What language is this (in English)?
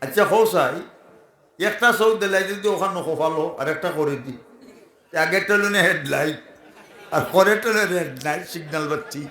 Sylheti